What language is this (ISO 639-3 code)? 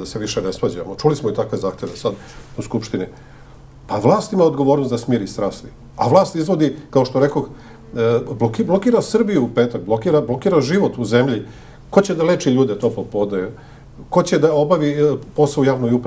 srp